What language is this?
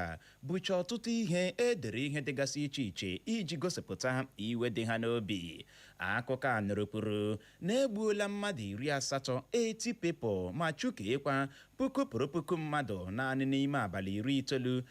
Igbo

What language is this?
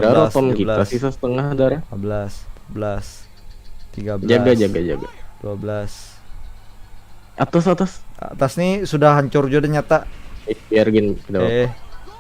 Banjar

